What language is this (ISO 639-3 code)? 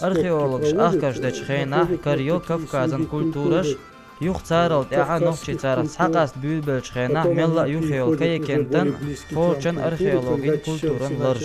che